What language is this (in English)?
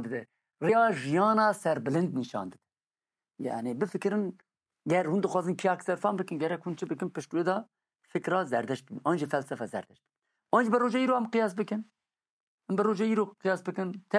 Kurdish